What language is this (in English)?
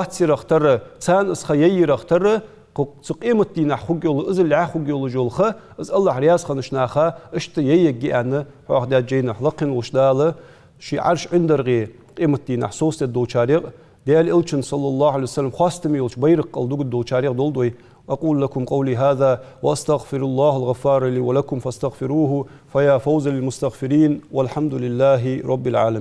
Ingush